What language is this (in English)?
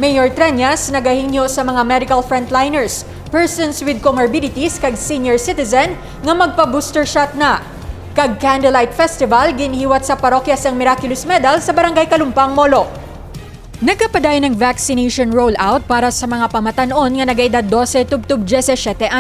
Hiligaynon